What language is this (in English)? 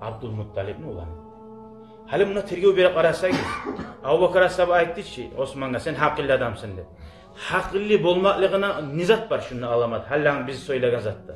Kumyk